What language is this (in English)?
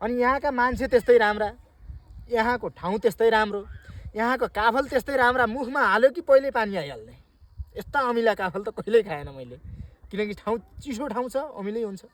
Nepali